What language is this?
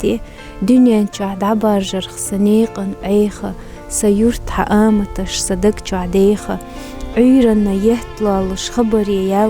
Chechen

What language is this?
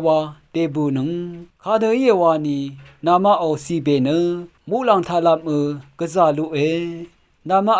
Rawang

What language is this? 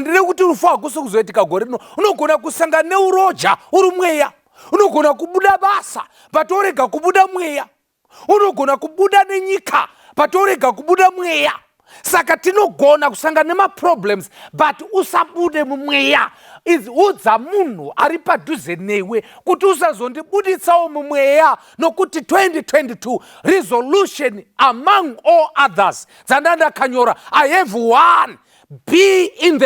Shona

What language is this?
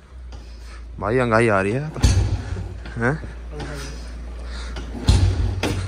Hindi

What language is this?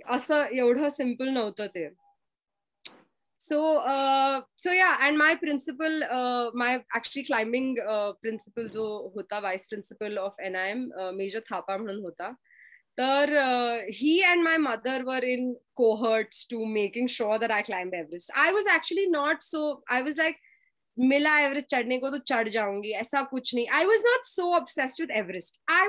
English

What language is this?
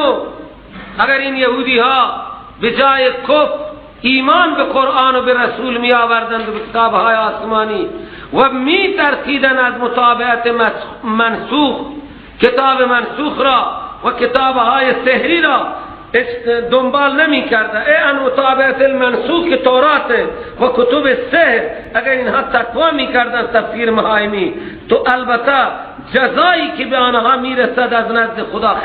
Persian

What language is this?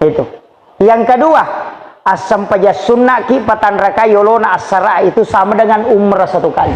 Buginese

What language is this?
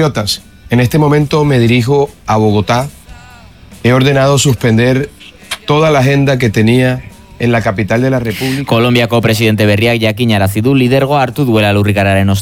Basque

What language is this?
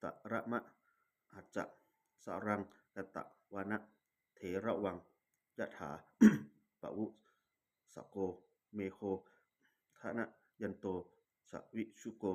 Pali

